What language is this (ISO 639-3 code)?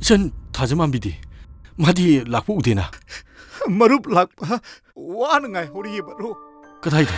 mni